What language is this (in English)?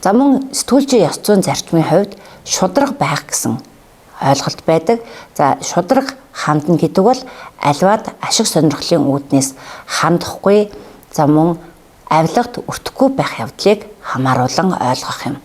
Mongolian